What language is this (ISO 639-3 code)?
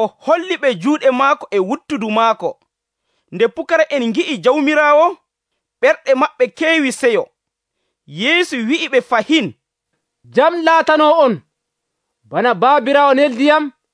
fuv